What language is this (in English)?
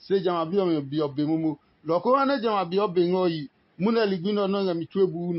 Adangme